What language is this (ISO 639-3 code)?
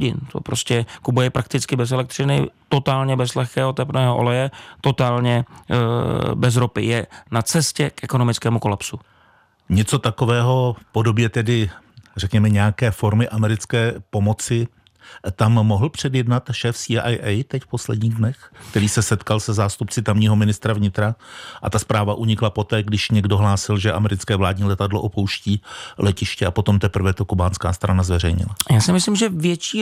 ces